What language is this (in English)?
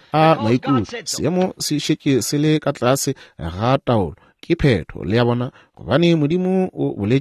Northern Sotho